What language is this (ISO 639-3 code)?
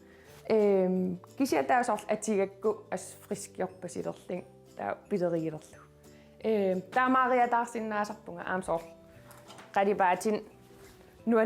kal